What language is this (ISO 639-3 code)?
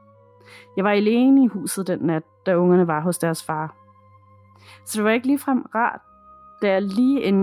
dan